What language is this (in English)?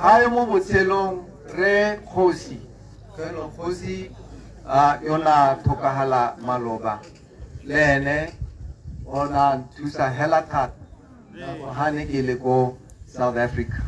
Tswana